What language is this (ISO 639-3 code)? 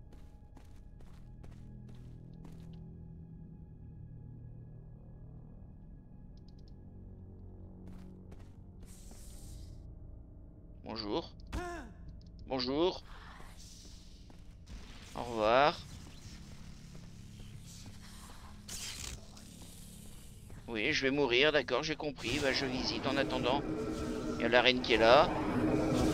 fra